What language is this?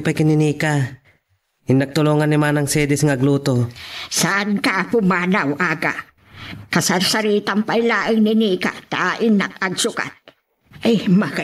Iloko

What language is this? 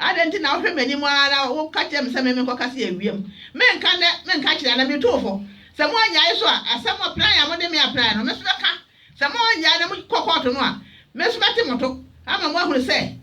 Akan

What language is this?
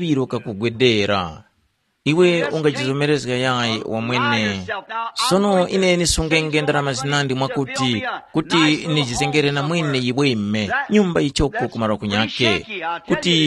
Tumbuka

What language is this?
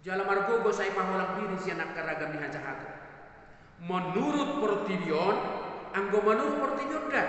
Batak Toba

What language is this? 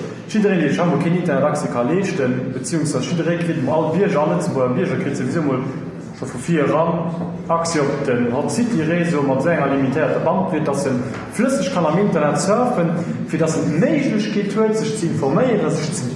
Luxembourgish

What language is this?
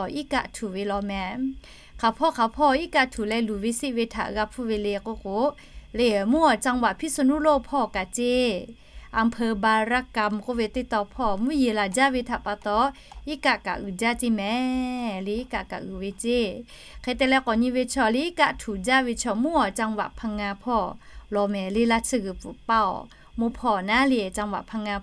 Lahu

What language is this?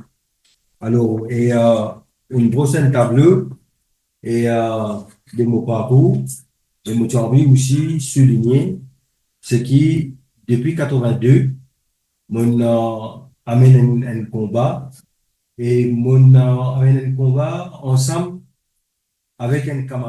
Morisyen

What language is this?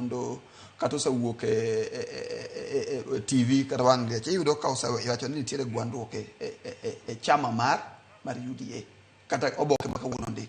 Luo (Kenya and Tanzania)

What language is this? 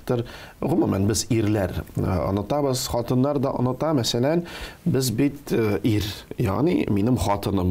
Tatar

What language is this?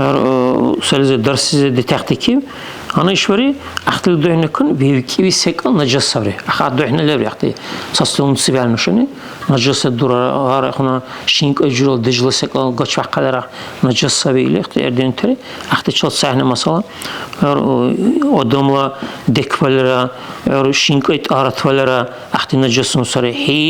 Dargwa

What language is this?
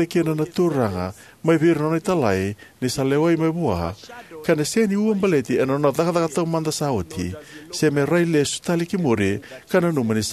Fijian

